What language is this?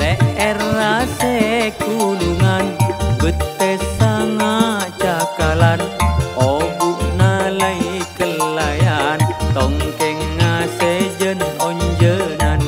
Madurese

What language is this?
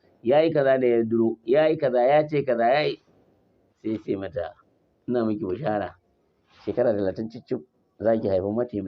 Hausa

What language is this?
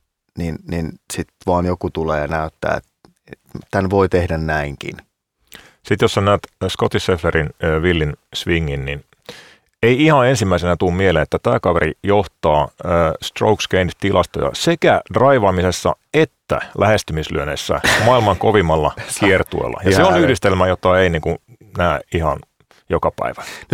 Finnish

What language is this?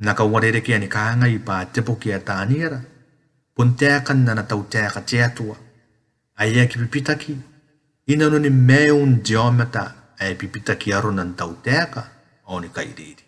Gilbertese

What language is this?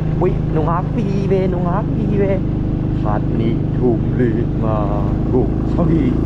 Tedim Chin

